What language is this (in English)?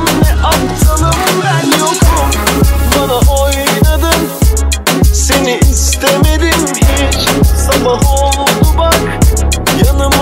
Turkish